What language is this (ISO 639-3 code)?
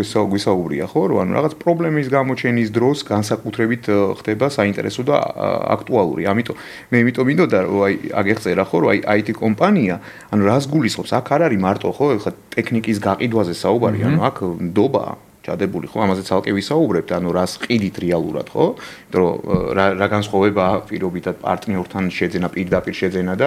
kat